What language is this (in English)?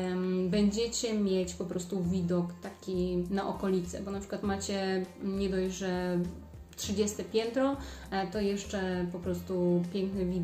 Polish